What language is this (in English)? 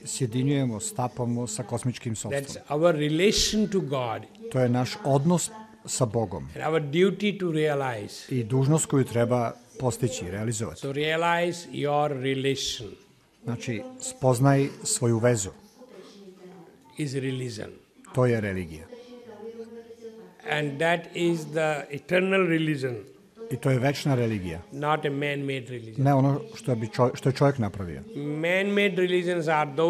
Serbian